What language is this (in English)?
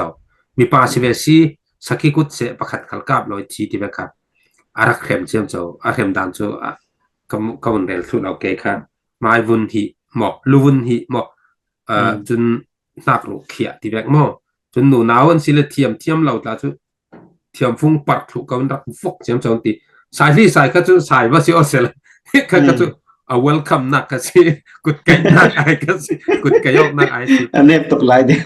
Falam Chin